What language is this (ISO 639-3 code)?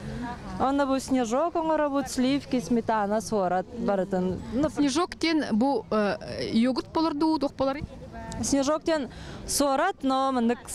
sah